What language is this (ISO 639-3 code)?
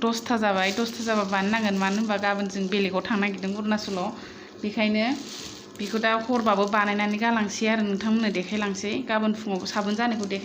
brx